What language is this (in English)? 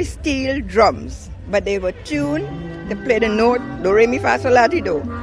English